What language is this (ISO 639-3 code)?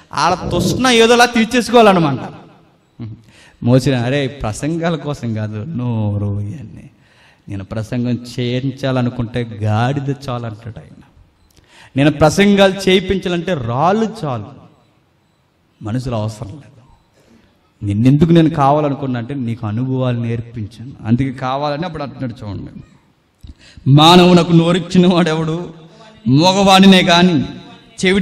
tel